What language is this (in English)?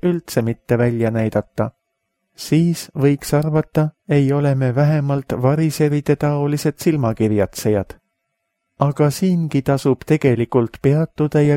Estonian